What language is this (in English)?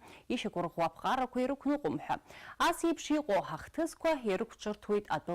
Abkhazian